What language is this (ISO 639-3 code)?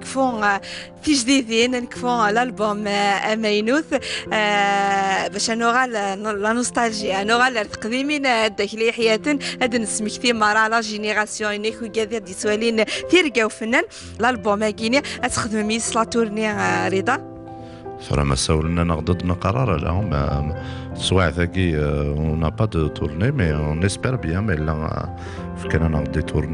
kab